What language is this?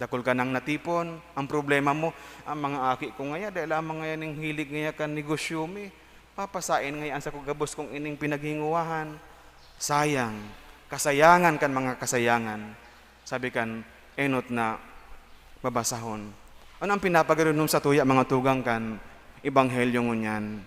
Bikol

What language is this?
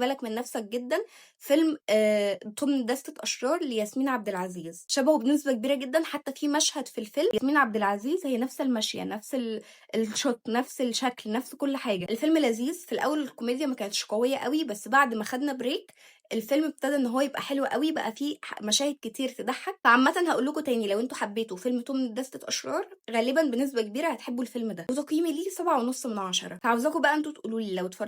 Egyptian Arabic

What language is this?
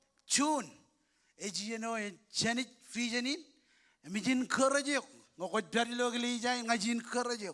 Marshallese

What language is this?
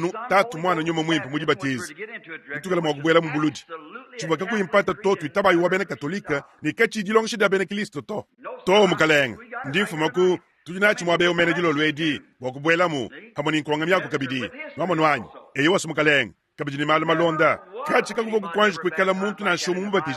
Luba-Lulua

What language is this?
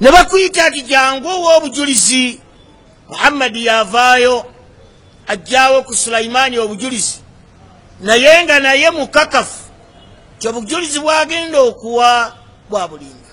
Ganda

